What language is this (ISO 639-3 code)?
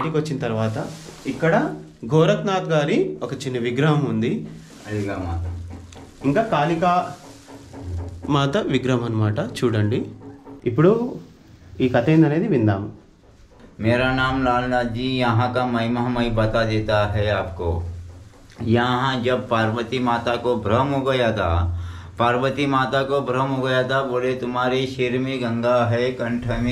tel